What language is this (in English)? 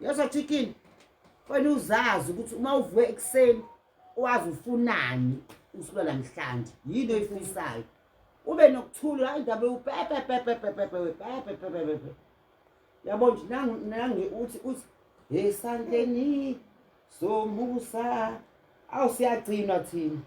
Zulu